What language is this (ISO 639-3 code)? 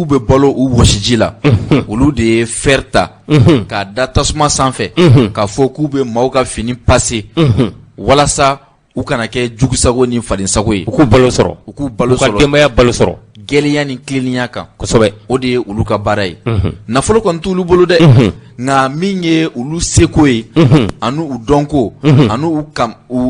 bam